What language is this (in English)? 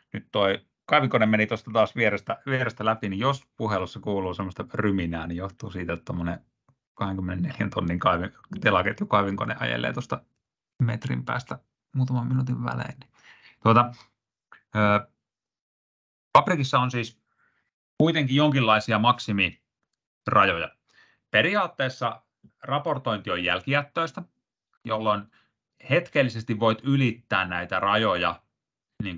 Finnish